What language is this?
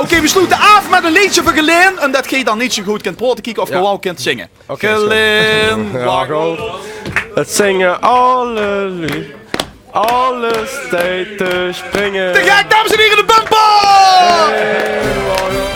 Limburgish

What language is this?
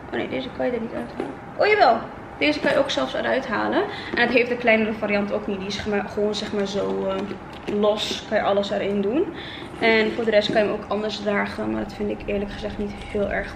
Dutch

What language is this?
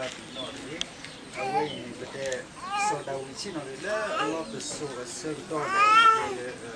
S'gaw Karen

